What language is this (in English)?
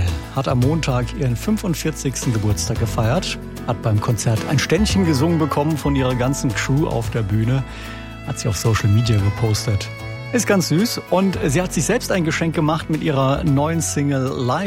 German